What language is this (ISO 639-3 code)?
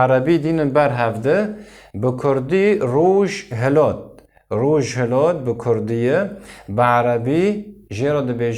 kur